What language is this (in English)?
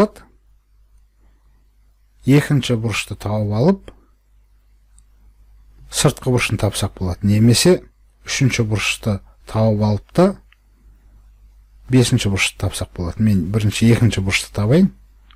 Kazakh